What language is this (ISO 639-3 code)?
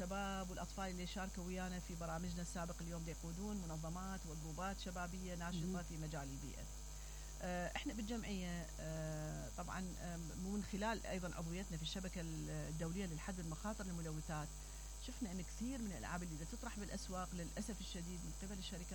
acm